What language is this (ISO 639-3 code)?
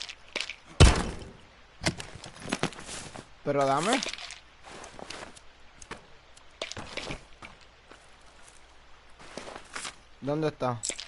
spa